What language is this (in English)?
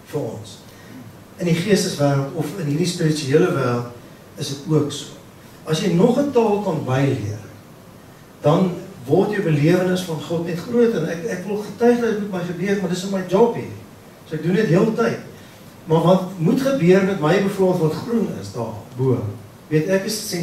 Afrikaans